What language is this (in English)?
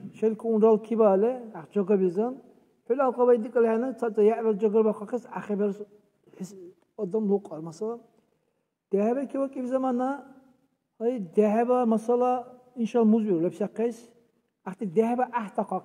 Dargwa